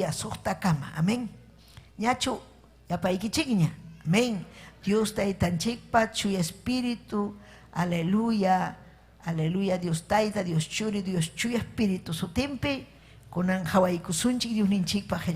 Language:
Ayacucho Quechua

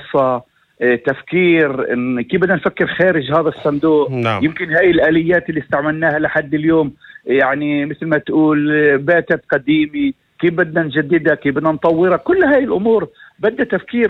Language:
North Levantine Arabic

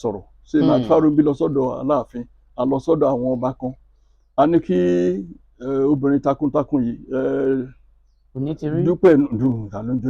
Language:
Yoruba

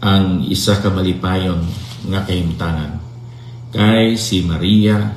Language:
Hiligaynon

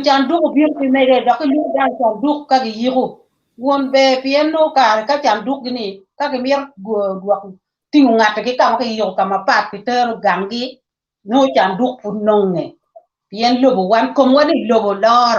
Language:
Acoli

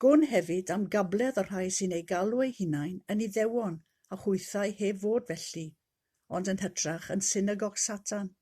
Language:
Welsh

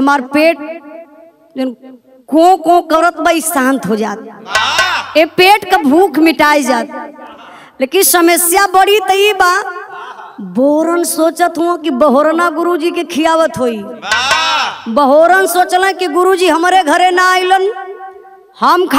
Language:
Bhojpuri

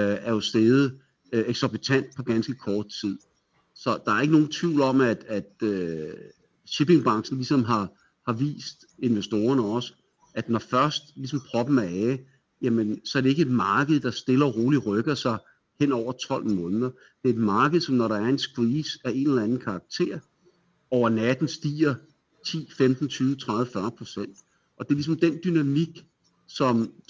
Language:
Danish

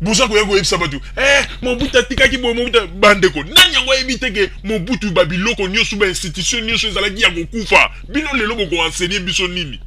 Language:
Lingala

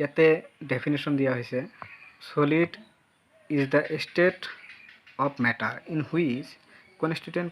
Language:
Assamese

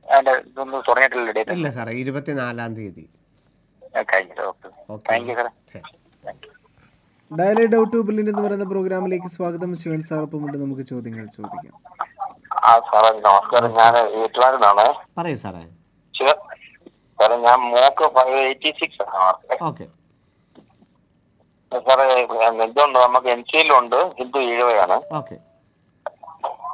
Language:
Malayalam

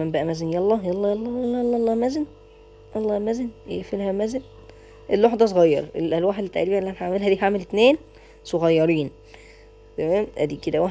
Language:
Egyptian Arabic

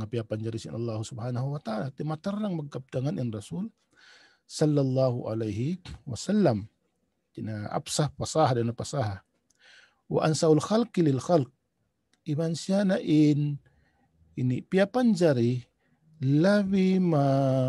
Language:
Tausug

